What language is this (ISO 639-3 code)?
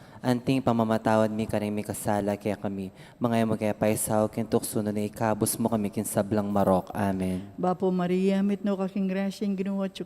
pam